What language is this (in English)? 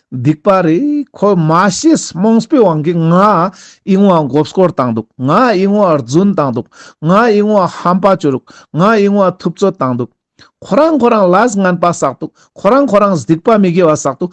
Ladakhi